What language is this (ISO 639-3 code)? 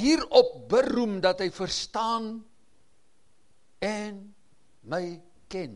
afr